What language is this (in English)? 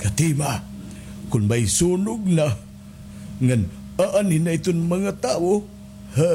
Waray